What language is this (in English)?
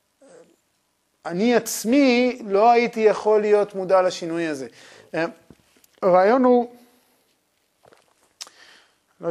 Hebrew